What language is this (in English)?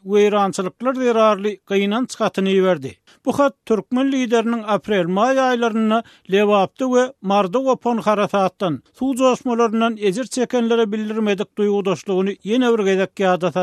Turkmen